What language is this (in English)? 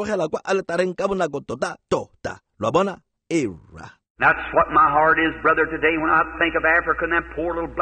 Tswana